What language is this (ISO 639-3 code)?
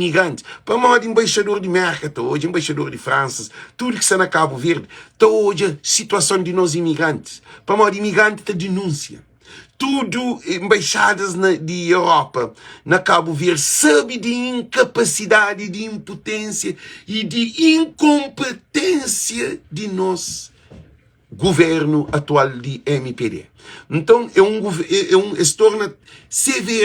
kea